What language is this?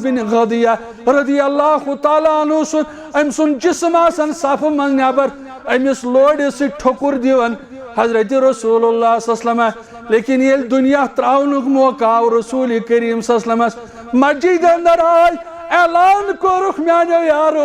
Kashmiri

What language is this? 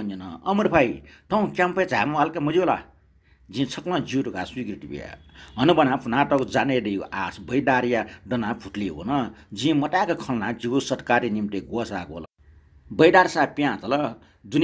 Newari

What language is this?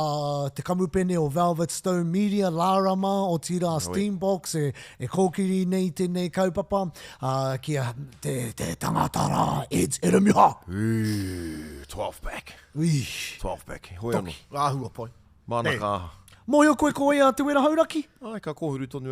Māori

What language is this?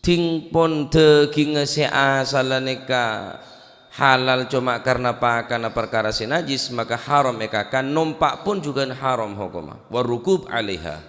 Madurese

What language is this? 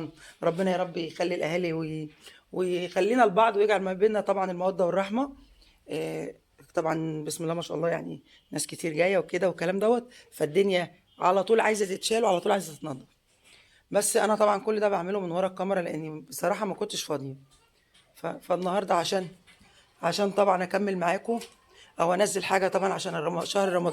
Egyptian Arabic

